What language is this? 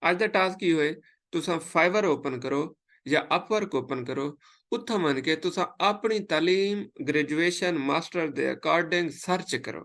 Saraiki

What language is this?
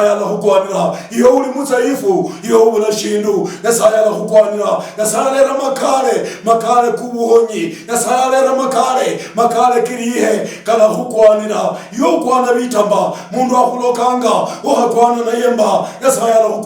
Luyia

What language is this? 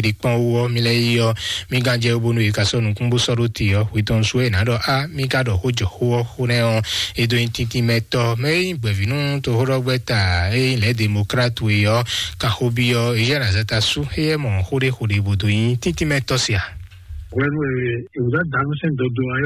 Fon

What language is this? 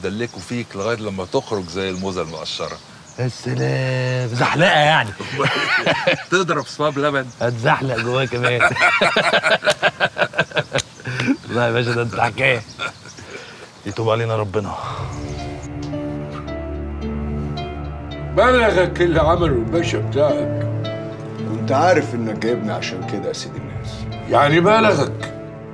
Egyptian Arabic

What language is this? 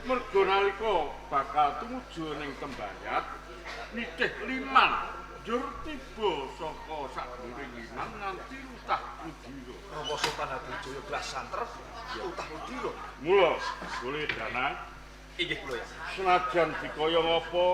Javanese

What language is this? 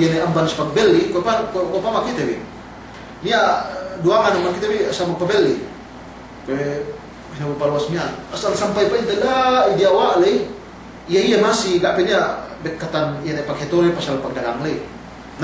Yakan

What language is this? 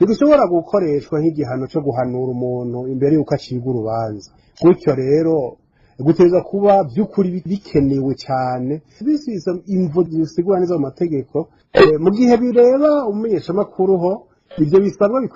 Rundi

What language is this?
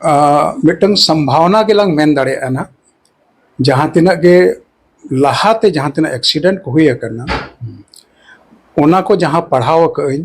Santali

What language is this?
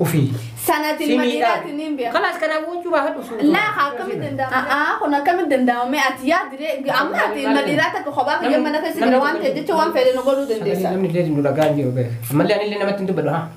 Oromo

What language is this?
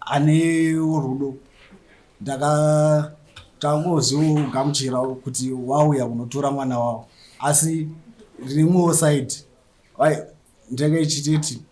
Shona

